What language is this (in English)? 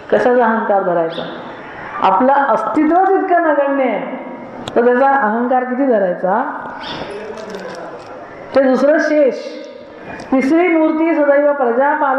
Marathi